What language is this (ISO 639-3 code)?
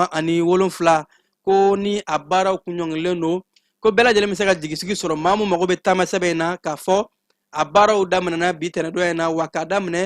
bam